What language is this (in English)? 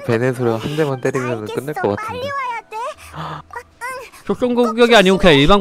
Korean